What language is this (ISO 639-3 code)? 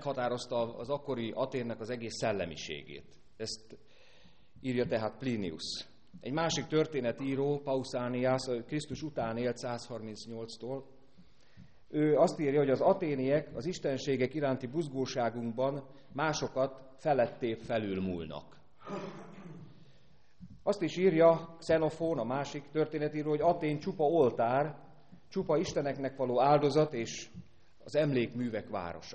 hun